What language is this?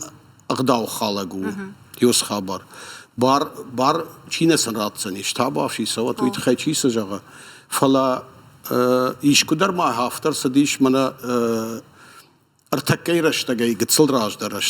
Ossetic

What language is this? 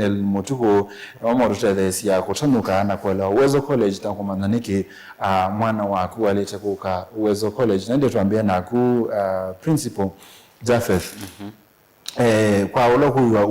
Kamba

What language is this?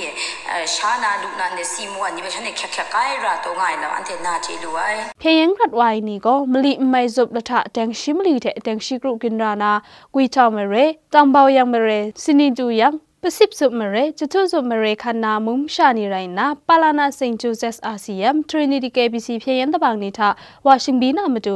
Kachin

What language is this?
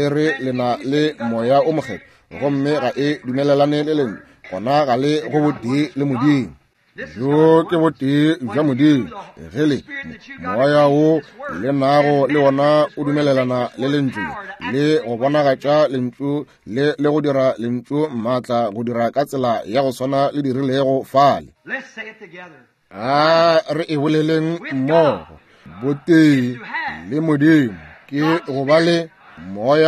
Northern Sotho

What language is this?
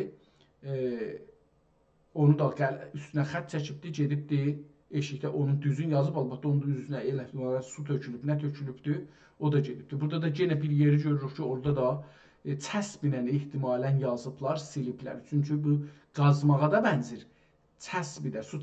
South Azerbaijani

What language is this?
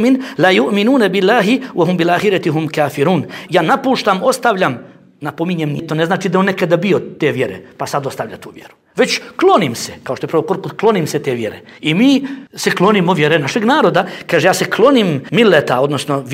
Bosnian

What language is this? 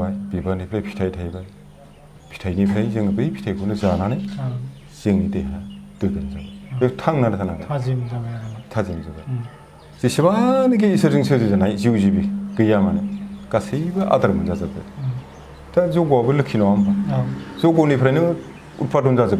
Bodo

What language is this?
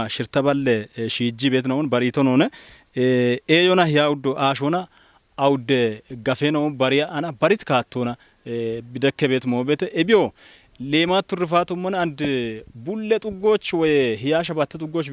Kafa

